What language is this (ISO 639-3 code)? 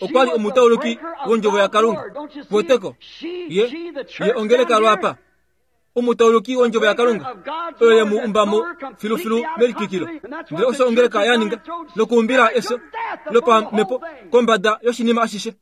kua